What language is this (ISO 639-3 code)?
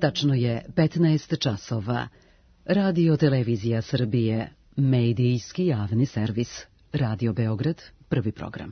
srp